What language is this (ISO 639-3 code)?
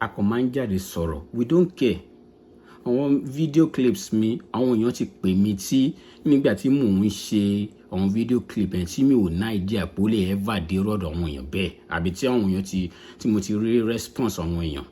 yor